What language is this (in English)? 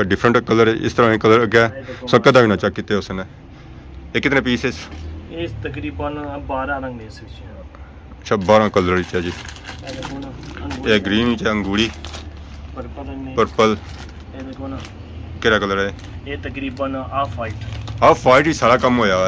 Pahari-Potwari